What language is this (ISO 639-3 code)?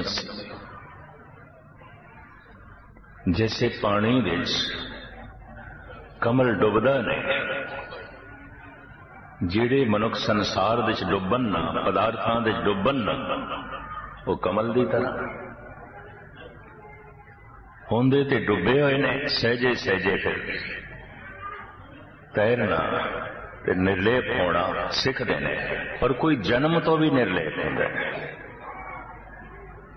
pan